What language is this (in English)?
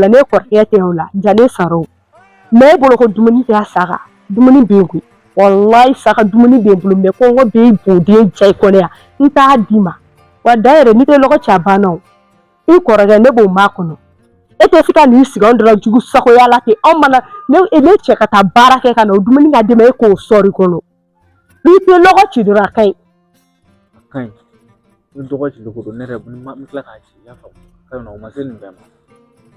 Bambara